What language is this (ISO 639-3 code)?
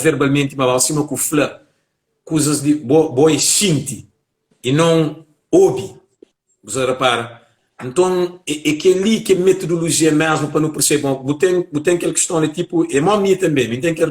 kea